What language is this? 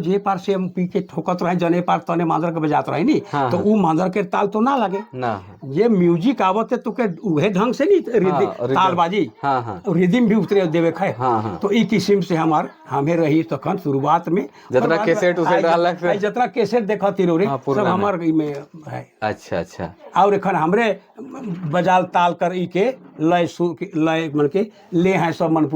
Sadri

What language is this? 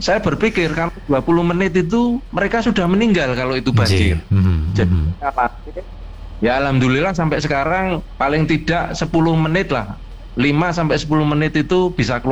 Indonesian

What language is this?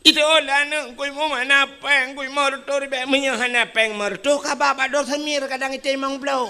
Achinese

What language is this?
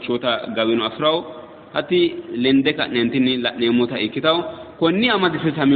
Sidamo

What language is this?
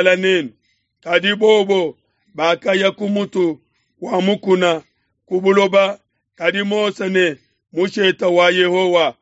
Luba-Lulua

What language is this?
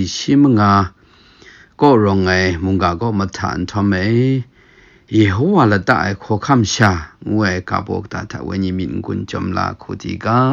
Kachin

